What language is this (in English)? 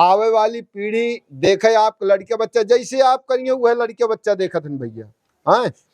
Awadhi